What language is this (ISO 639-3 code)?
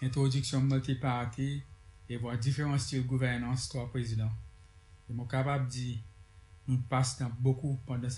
crs